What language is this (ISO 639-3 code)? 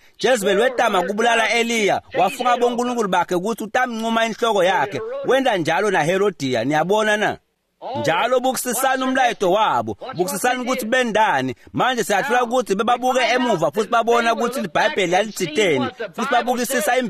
ssw